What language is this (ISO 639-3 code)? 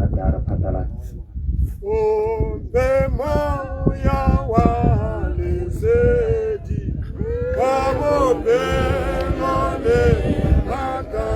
tsn